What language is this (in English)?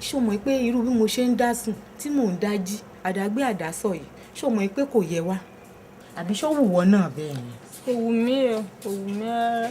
Yoruba